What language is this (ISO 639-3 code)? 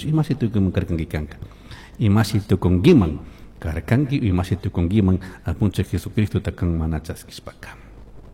qug